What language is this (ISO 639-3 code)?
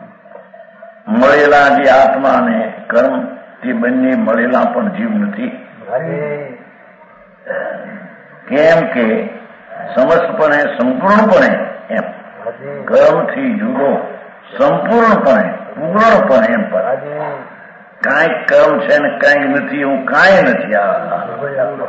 guj